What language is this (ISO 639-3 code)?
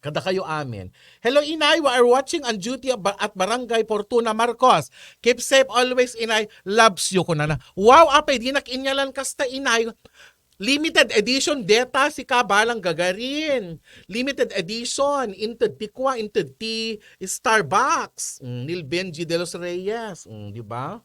ilo